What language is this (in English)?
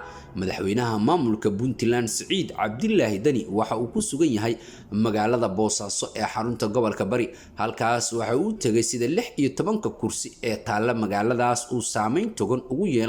Somali